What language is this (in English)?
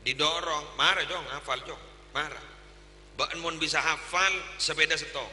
Madurese